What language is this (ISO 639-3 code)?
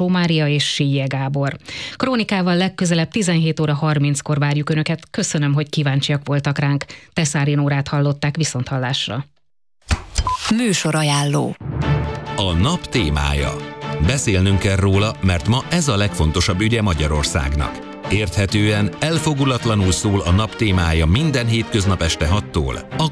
hun